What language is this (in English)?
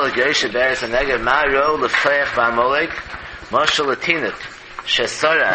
Yiddish